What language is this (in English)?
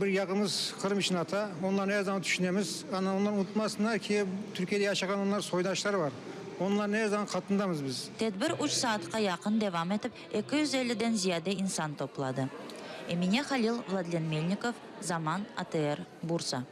Crimean Tatar